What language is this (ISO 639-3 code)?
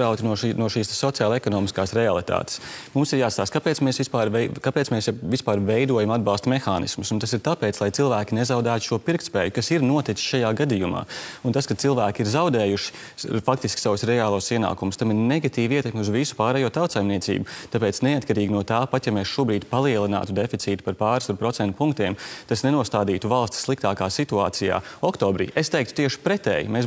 lav